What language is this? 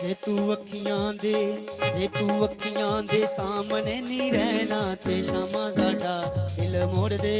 Dogri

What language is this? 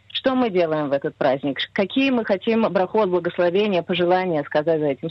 Russian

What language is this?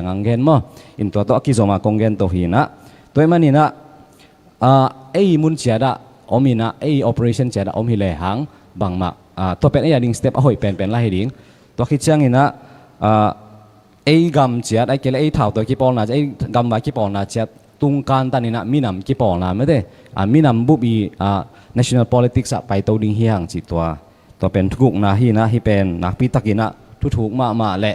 Tedim Chin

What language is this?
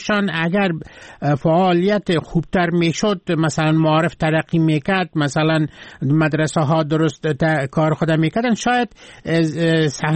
Persian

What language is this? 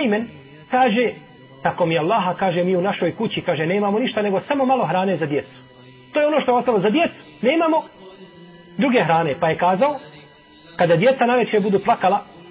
Bosnian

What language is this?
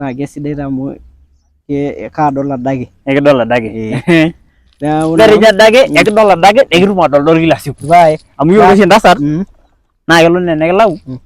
Masai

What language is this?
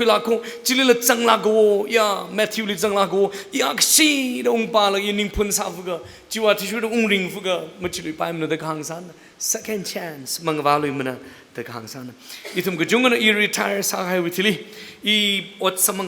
Tangkhul Naga (India)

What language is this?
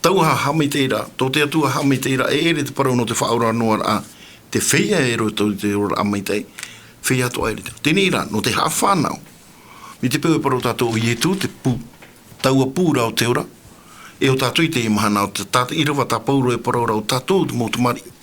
Tahitian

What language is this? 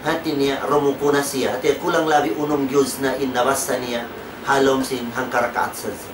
Tausug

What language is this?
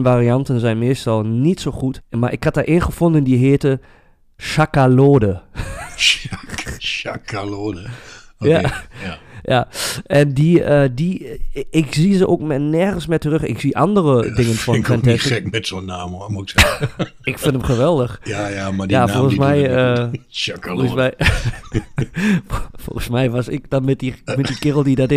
Dutch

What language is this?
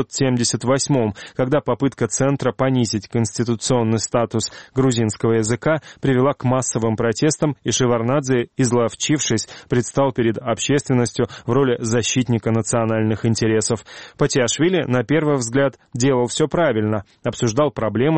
Russian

